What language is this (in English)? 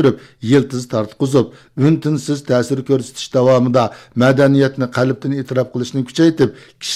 Uyghur